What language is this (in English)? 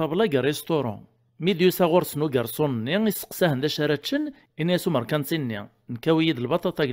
Kabyle